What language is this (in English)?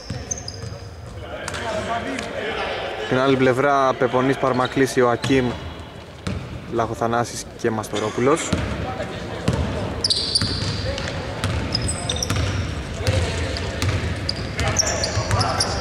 Greek